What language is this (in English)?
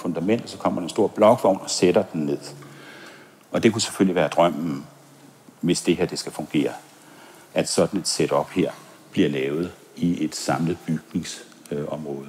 Danish